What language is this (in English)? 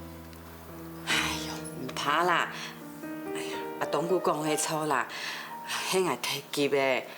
Hakka Chinese